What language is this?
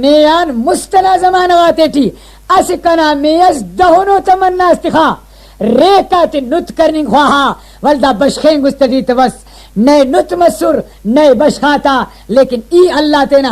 Brahui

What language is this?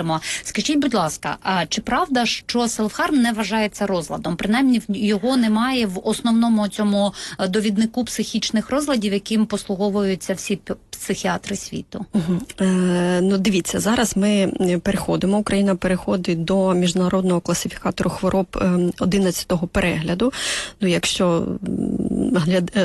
Ukrainian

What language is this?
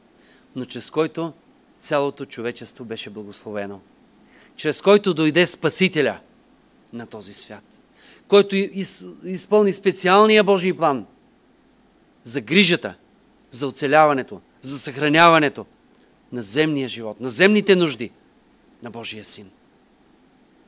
Bulgarian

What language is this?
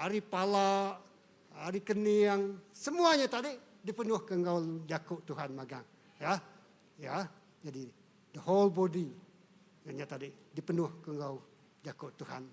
Iban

